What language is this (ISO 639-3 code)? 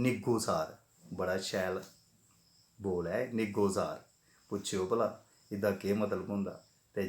doi